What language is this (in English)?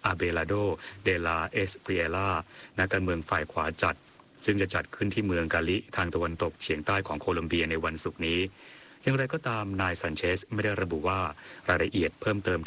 Thai